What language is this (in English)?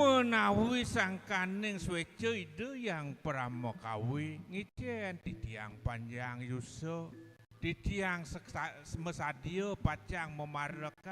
Balinese